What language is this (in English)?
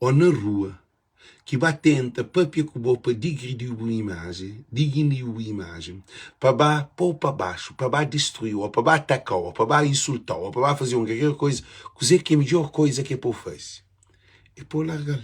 Kabuverdianu